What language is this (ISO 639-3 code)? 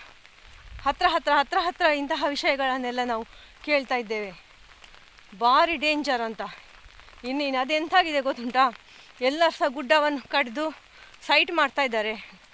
kan